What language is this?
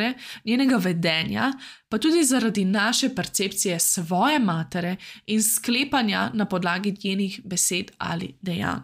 Slovenian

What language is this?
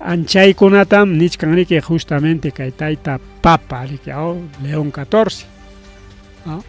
Ayacucho Quechua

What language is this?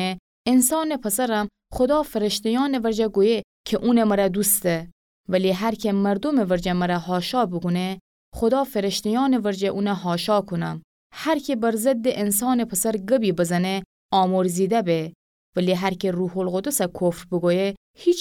Gilaki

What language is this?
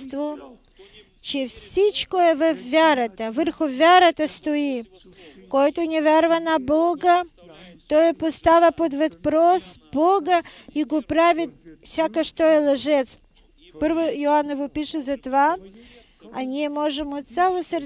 Bulgarian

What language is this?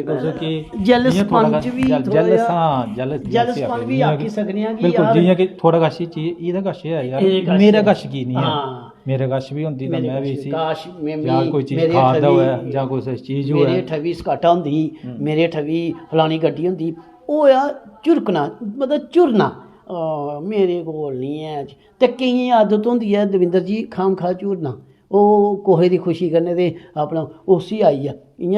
Dogri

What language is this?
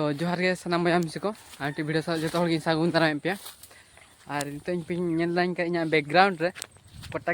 Santali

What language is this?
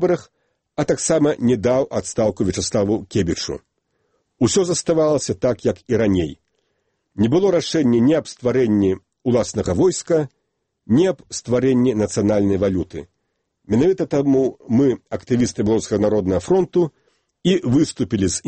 Belarusian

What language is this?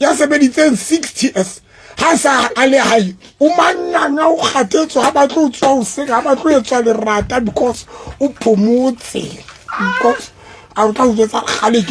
Southern Sotho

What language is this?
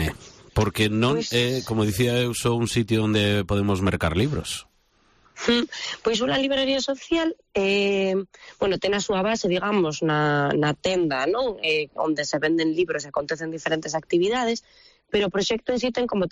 Galician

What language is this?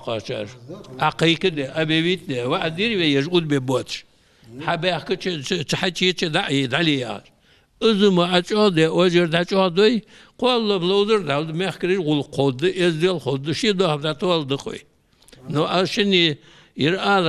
Ingush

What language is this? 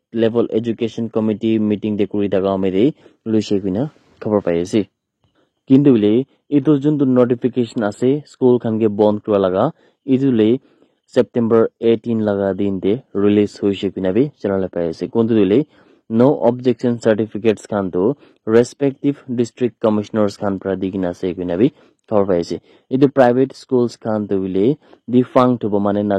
Naga Pidgin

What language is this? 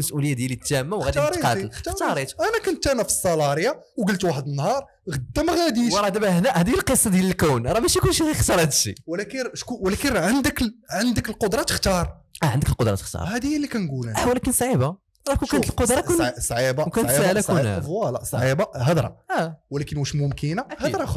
Moroccan Arabic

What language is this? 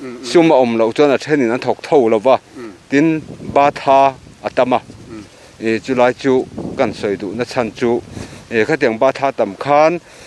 Mizo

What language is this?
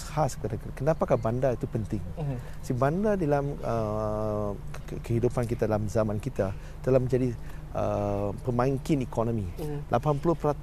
Malay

